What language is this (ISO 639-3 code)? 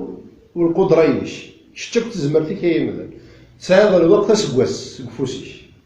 kab